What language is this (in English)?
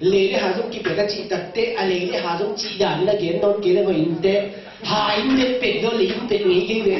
Tedim Chin